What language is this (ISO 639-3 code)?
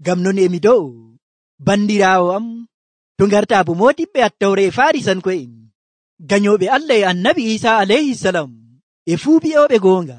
fuv